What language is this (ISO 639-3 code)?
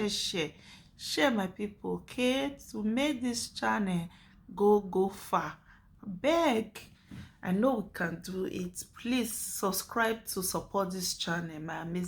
pcm